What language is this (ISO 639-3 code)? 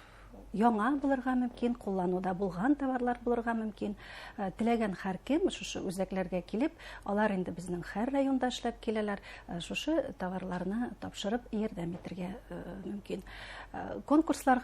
bak